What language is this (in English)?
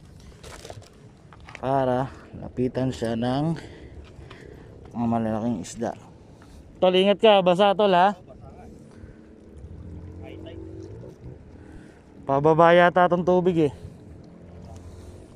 Filipino